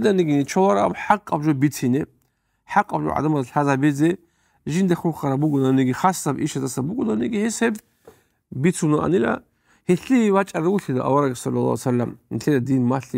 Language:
Avaric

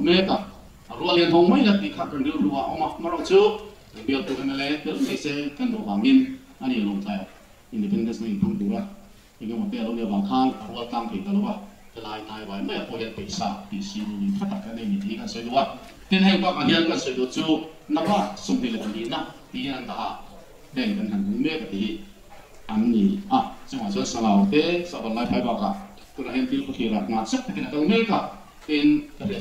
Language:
Mizo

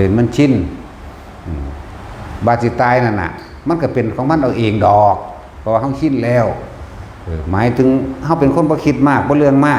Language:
Northeastern Thai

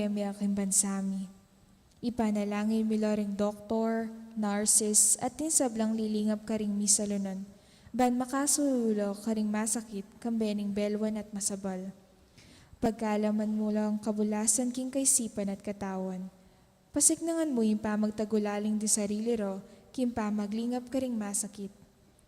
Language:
Pampanga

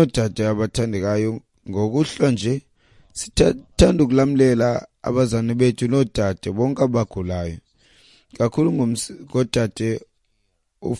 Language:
Xhosa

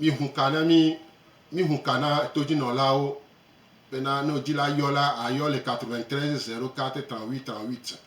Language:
Gen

